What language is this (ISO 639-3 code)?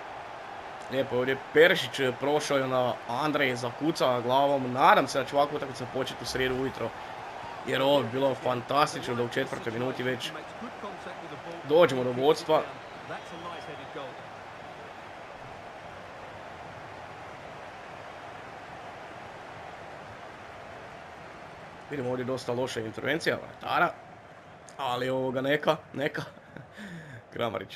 hrv